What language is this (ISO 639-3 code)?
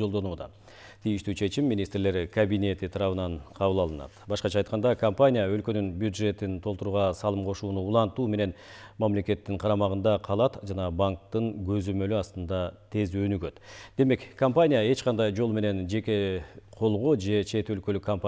kir